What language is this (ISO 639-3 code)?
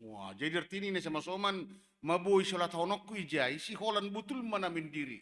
bts